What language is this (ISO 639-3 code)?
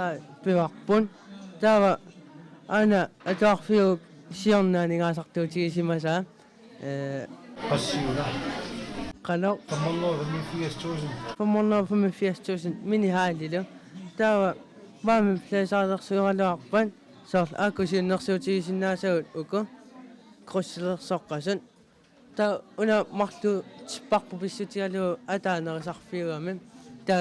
kal